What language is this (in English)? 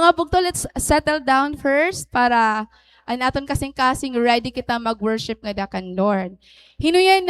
Waray